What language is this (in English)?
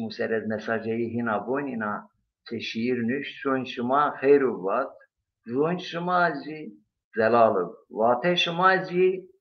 Zaza